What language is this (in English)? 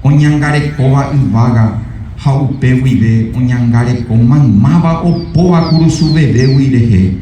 Guarani